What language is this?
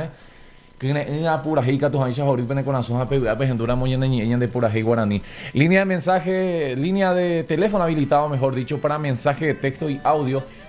Guarani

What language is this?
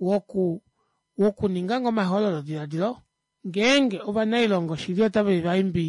Kuanyama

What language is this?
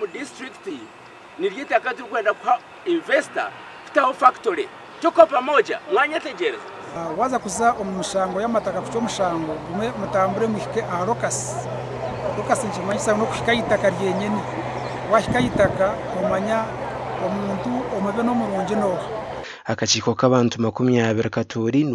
Nyankole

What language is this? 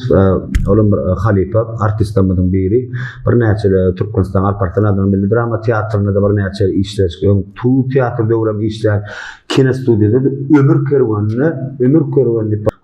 Turkmen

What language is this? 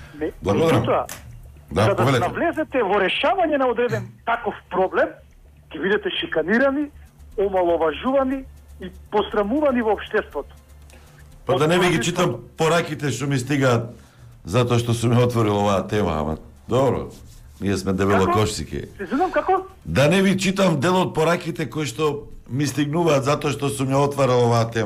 Macedonian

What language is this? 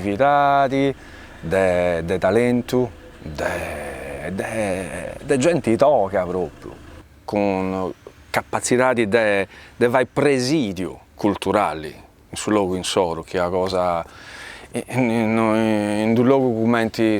Sardinian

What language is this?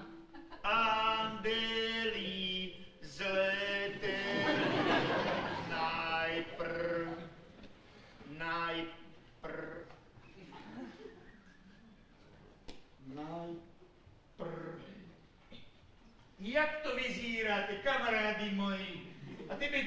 Slovak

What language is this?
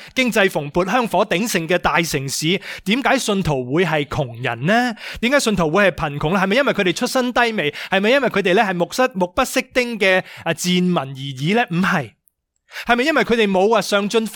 Cantonese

